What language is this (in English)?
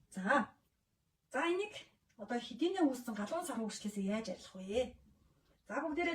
Mongolian